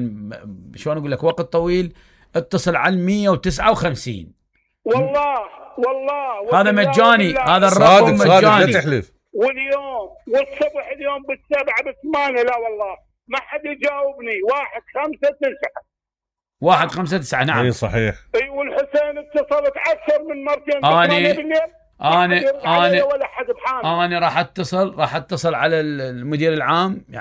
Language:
Mesopotamian Arabic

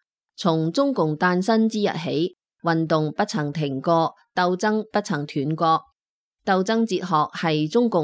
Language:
Cantonese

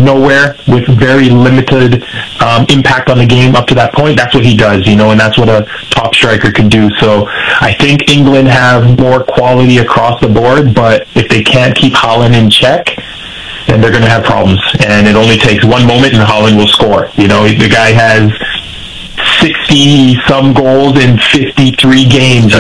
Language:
English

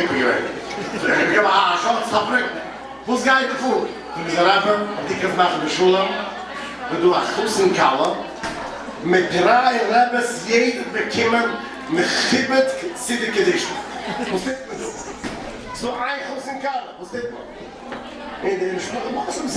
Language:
Yiddish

